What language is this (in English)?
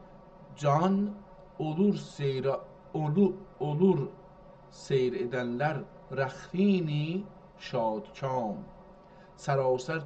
South Azerbaijani